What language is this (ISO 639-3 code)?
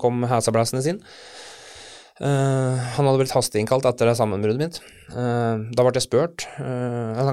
nor